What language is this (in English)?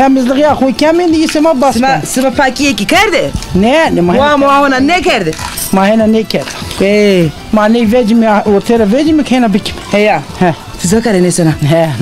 Zaza